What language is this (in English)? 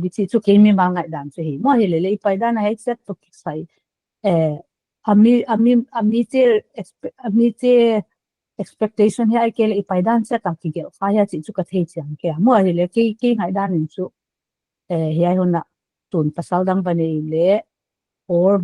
Paite Chin